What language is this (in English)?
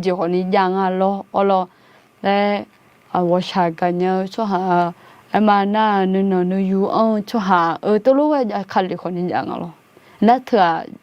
Akha